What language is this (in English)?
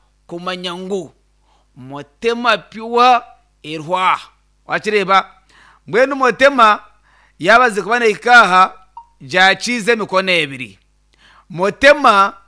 Nyankole